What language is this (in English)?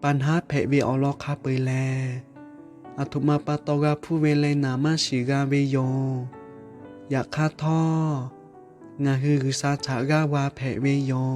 Lahu